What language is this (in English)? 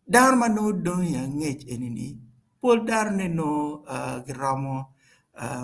Acoli